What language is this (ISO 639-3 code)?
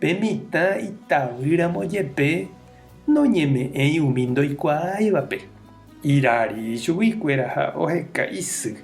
grn